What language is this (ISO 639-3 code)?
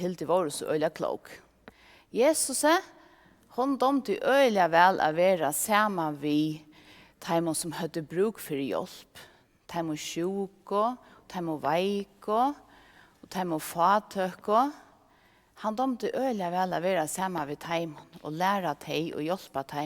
fao